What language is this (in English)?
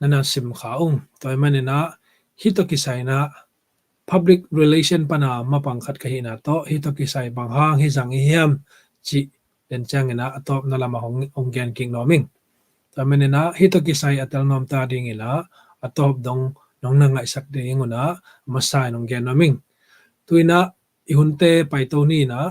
Tedim Chin